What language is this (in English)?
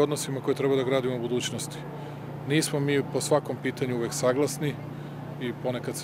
Serbian